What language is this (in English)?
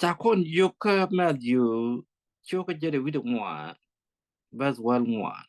Nuer